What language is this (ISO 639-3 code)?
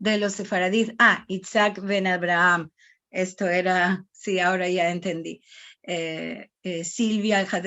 lad